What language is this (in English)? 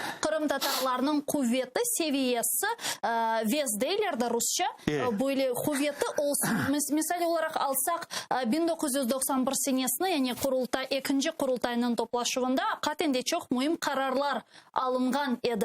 Crimean Tatar